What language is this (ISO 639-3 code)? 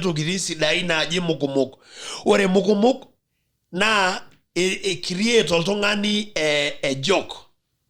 mas